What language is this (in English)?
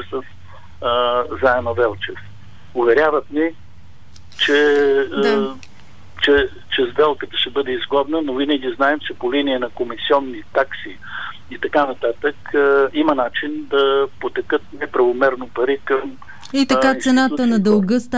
Bulgarian